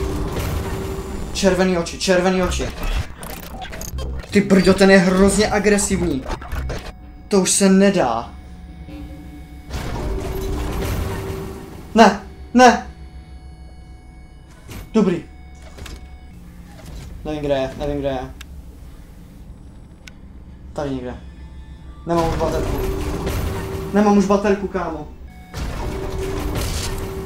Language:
Czech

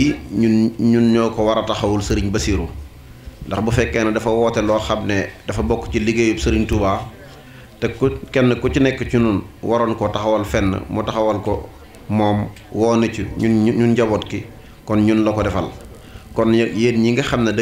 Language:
Wolof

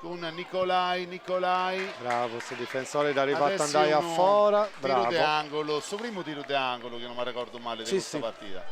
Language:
Sardinian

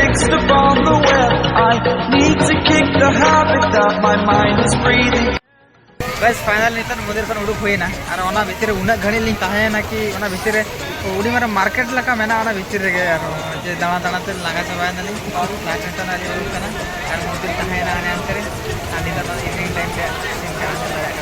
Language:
Santali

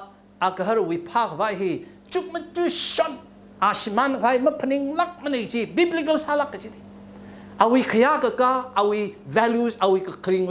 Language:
Tangkhul Naga (India)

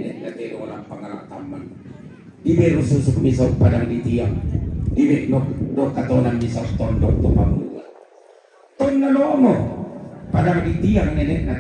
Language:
Toraja-Sa'dan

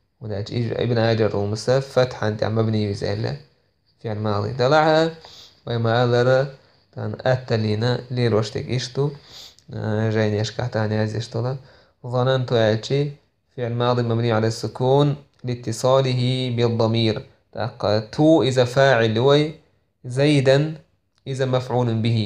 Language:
Chechen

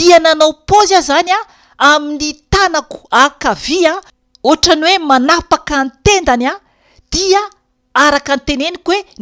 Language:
Malagasy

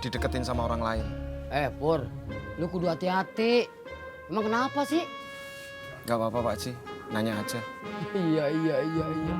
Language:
Betawi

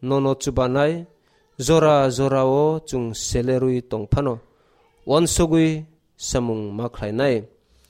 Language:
Kok Borok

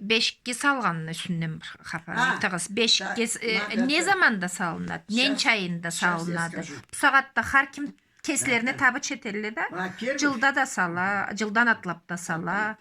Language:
Karachay-Balkar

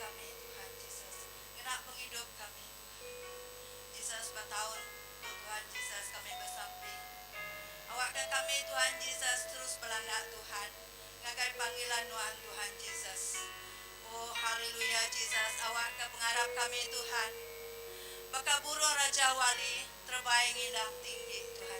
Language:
Iban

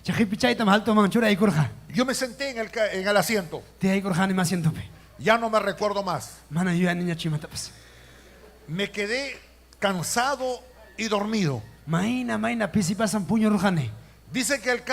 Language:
Ayacucho Quechua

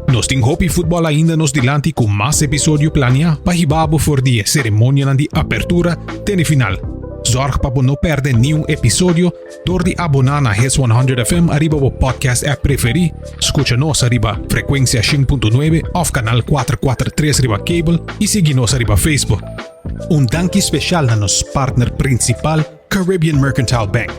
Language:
Papiamento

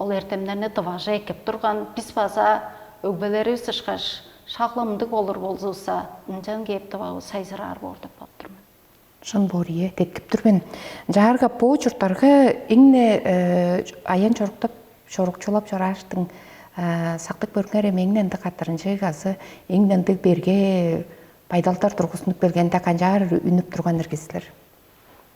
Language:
Tuvinian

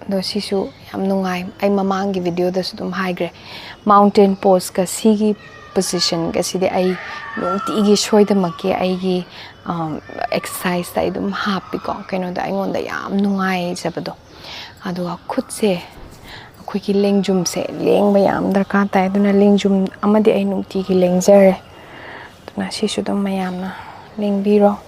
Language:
Manipuri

